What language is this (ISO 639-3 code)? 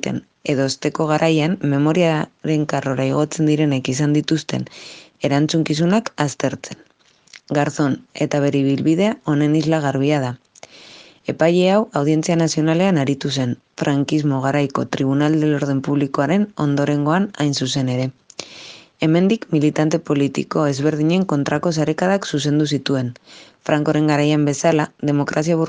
eus